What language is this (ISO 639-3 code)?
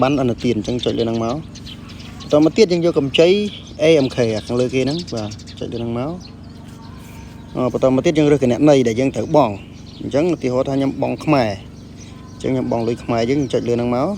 khm